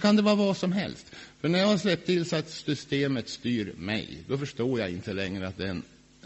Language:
Swedish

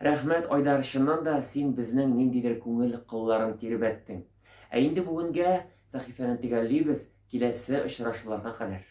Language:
Tatar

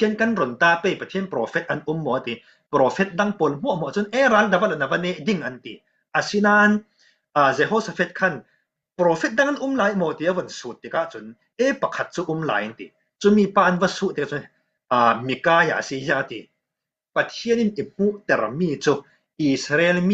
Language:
Falam Chin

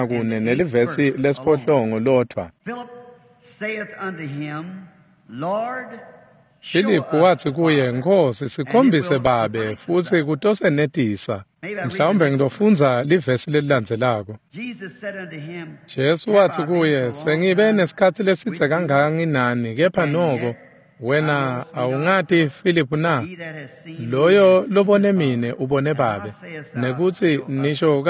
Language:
Swati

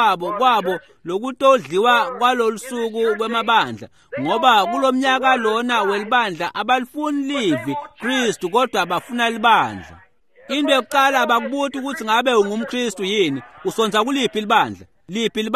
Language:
Swati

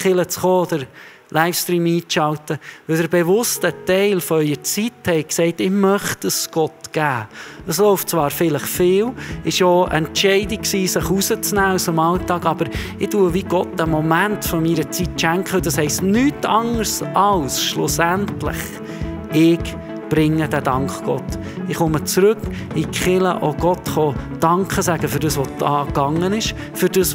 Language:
Swiss German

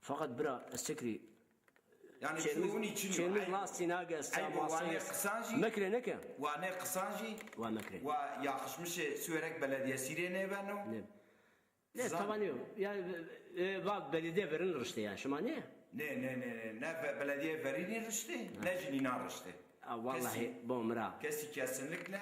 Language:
Zaza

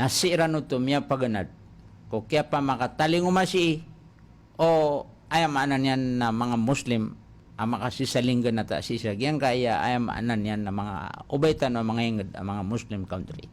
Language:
Maranao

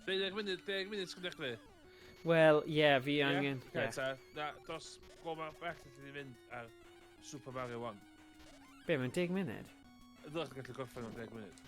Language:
Welsh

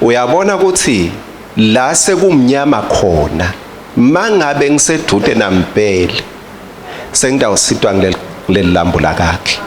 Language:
Swati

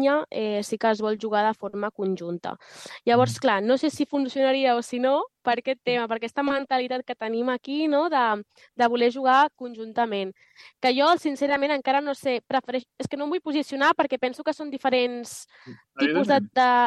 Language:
Catalan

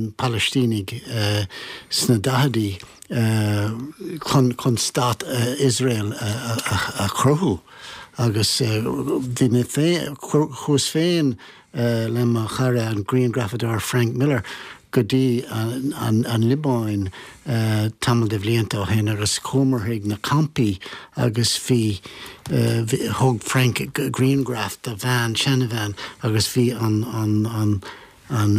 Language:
Irish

